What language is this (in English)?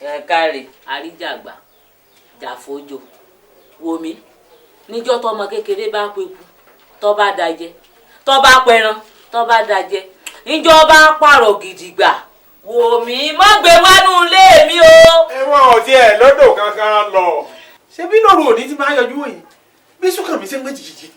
Yoruba